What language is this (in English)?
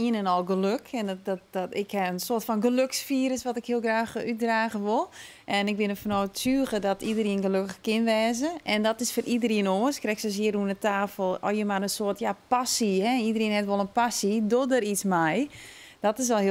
Western Frisian